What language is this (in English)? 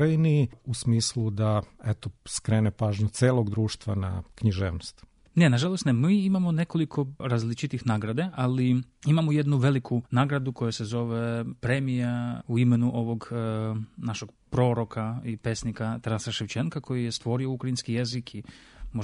Serbian